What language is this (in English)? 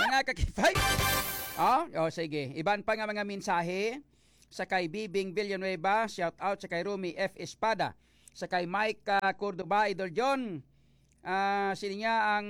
Hiligaynon